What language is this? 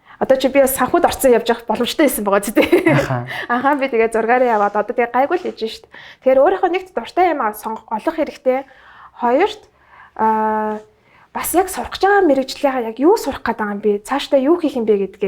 Mongolian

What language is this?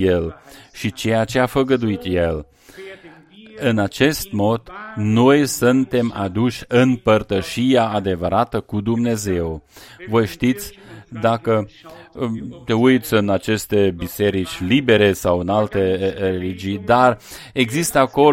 Romanian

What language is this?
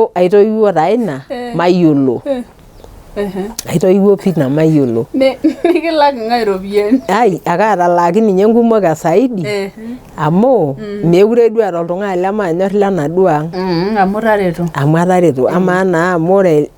Masai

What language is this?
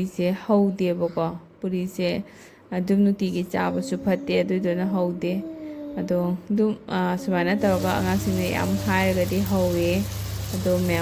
Manipuri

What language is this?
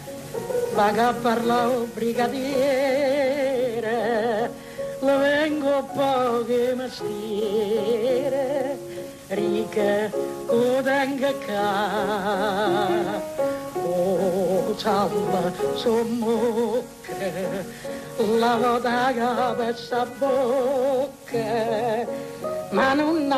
Italian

